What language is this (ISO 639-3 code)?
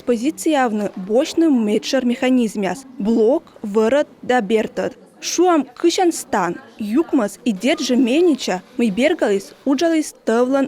kom